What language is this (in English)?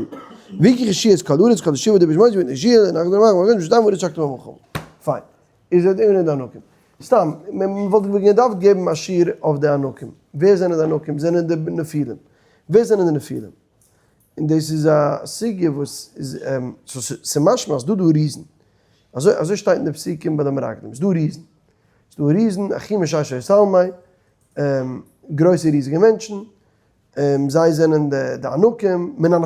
Yiddish